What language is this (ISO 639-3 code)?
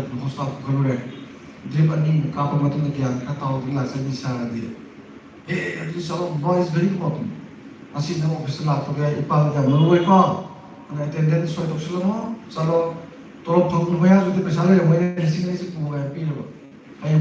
mni